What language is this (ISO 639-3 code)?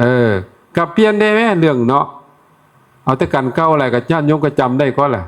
tts